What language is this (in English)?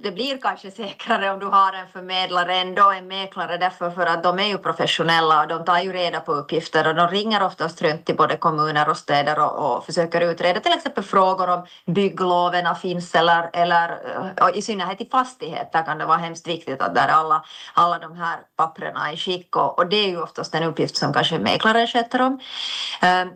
Swedish